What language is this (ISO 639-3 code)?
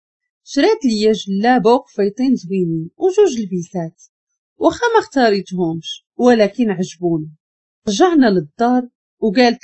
ary